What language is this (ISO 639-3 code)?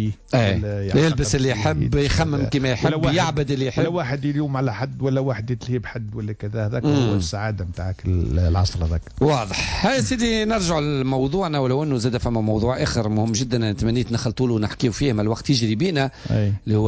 aeb